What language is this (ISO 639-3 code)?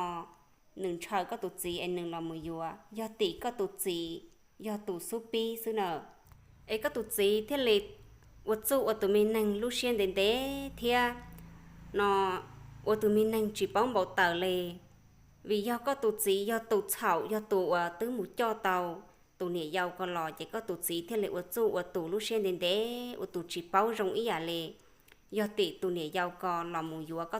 hmn